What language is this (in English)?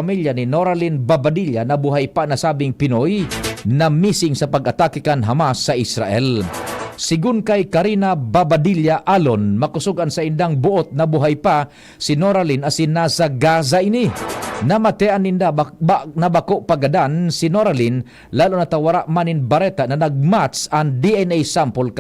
Bikol